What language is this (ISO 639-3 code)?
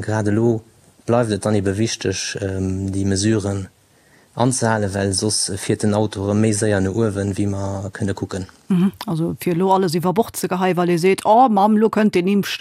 ltz